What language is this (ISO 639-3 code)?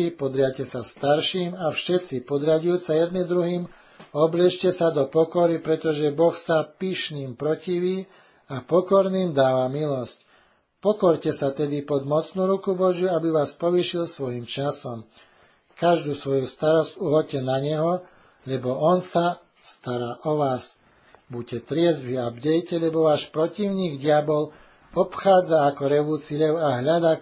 slk